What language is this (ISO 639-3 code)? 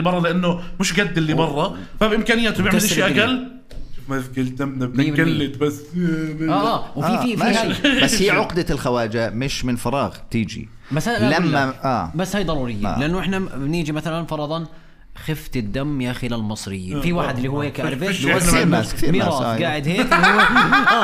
apc